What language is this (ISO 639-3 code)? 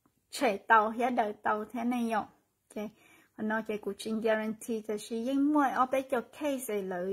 hmn